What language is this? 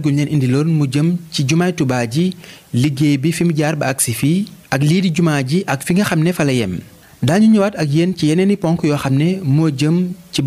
Wolof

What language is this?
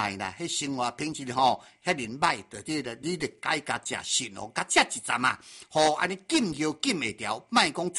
Min Nan Chinese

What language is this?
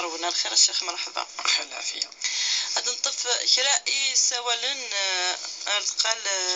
Kabyle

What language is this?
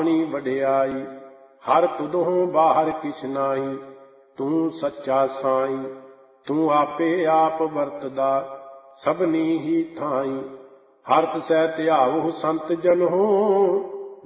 Punjabi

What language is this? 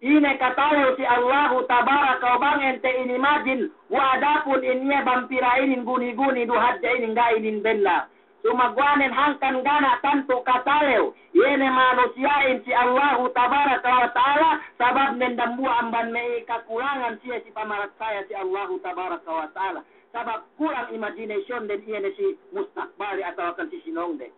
Yakan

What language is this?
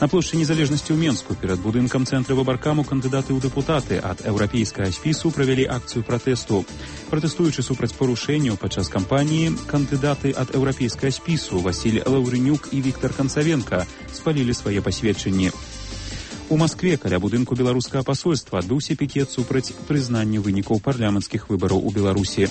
Belarusian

